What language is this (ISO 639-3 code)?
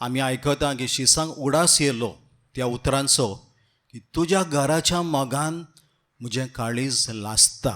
kok